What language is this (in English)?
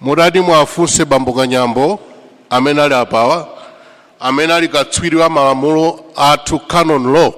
Nyanja